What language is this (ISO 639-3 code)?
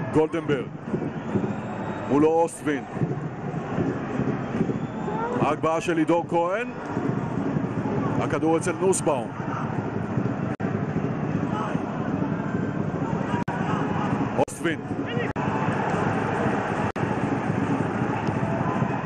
heb